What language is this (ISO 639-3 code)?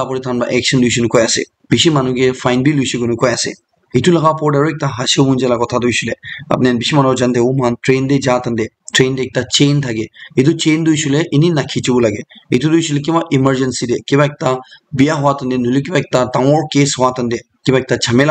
nag